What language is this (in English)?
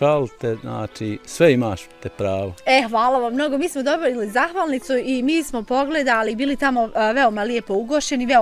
Bosnian